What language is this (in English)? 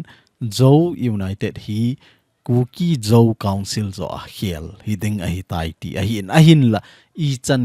Thado Chin